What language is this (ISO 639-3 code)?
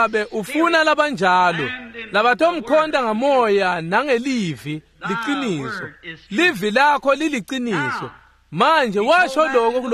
ssw